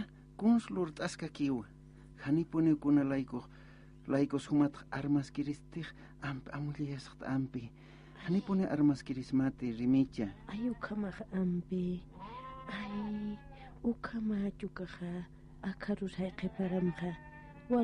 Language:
Aymara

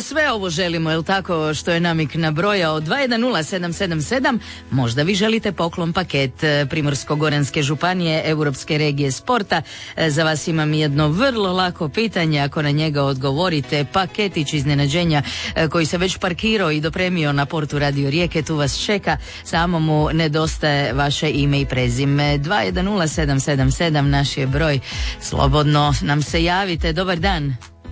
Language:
Croatian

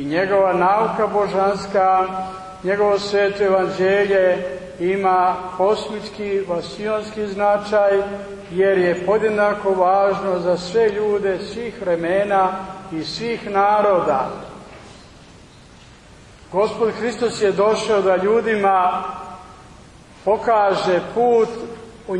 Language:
Serbian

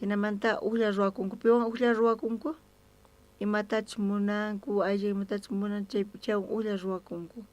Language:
South Bolivian Quechua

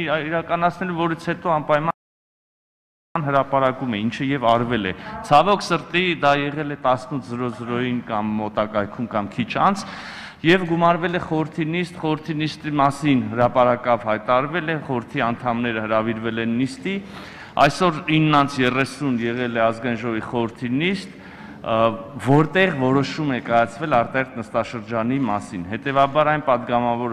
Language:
Armenian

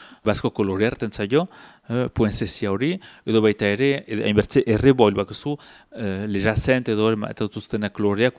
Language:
Basque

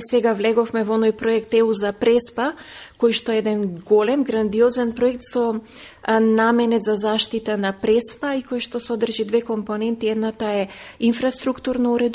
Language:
Macedonian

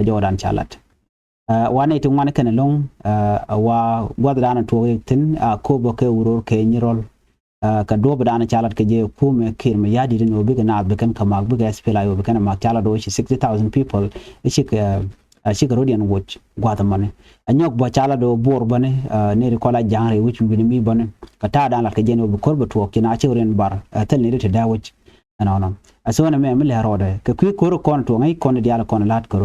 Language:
Nuer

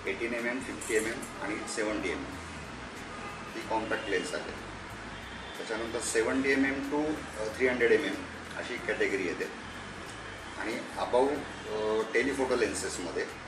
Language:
Marathi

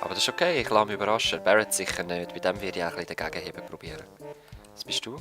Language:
Swiss German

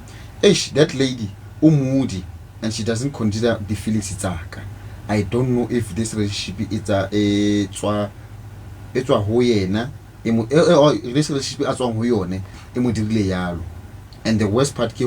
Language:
Southern Sotho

